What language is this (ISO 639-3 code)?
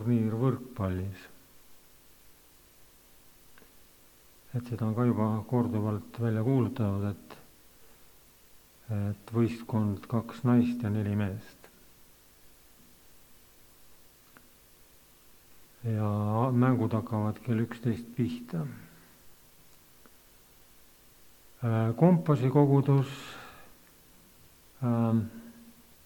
est